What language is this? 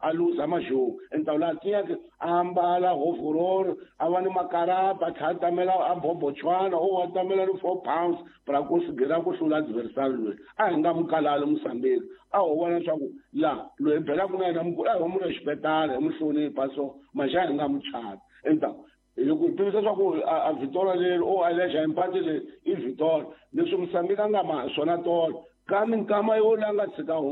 Tsonga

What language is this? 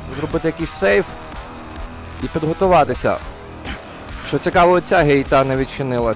Ukrainian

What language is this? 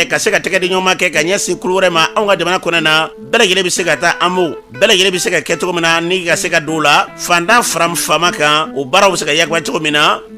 Bambara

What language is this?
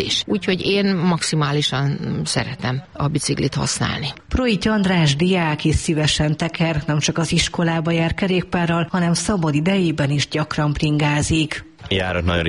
Hungarian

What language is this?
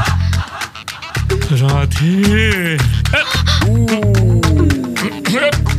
Bhojpuri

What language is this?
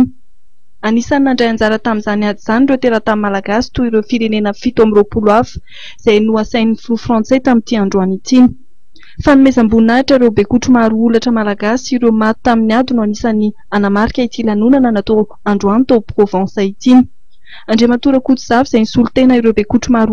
Malagasy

